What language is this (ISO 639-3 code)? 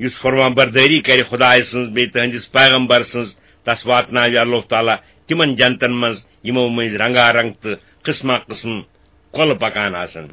kas